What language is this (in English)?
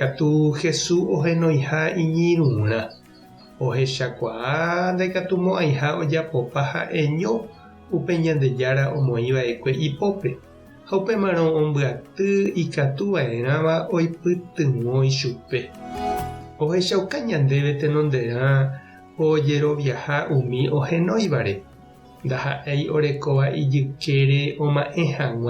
Guarani